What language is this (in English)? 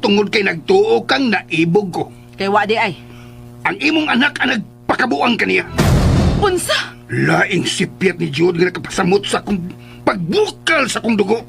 Cebuano